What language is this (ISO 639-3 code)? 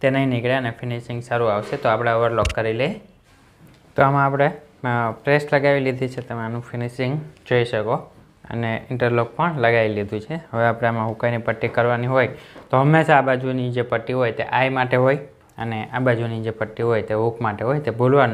guj